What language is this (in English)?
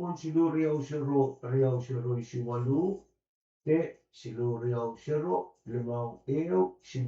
Pohnpeian